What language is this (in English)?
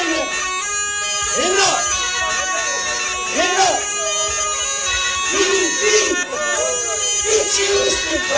Turkish